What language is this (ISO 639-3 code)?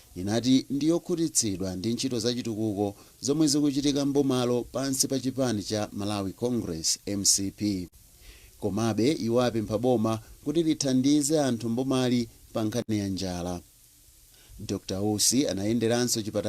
nya